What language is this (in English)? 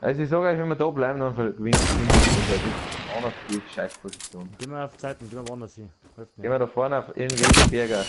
Bavarian